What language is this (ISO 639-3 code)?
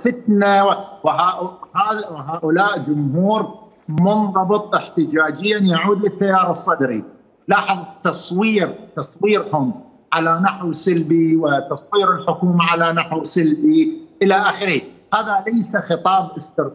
acm